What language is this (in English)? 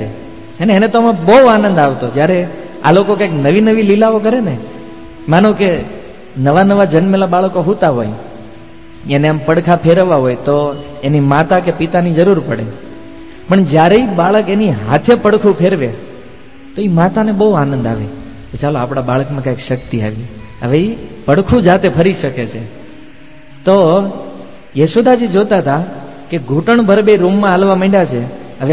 Gujarati